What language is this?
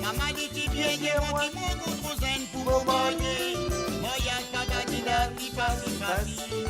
Morisyen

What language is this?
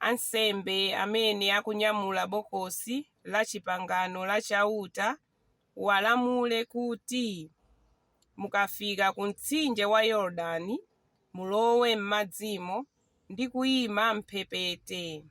Nyanja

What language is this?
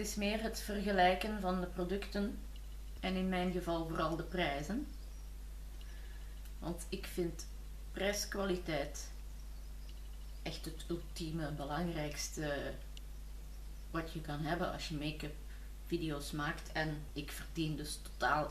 Dutch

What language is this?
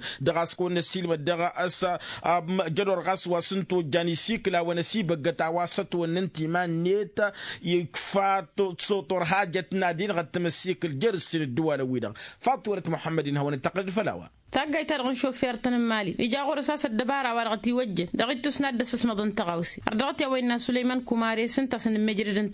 Tamasheq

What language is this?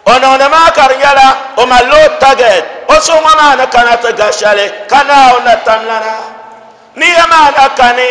Dagbani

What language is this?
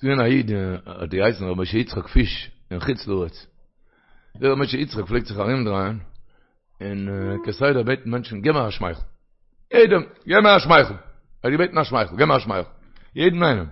Yiddish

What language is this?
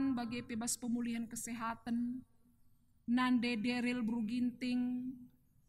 Batak Karo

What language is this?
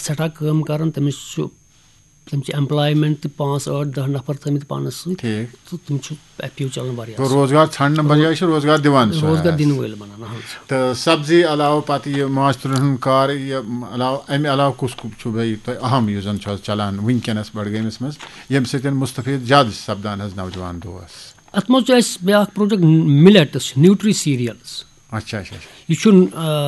Kashmiri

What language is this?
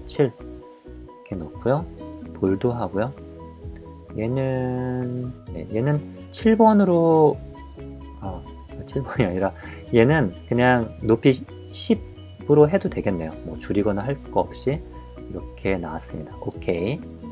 Korean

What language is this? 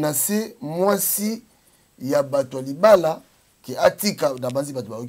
Lingala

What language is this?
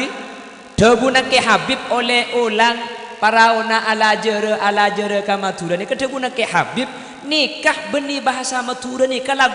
Madurese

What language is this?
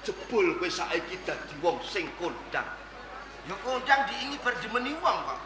Javanese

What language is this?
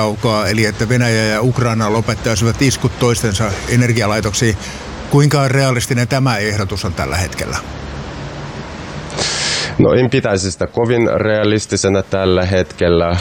Finnish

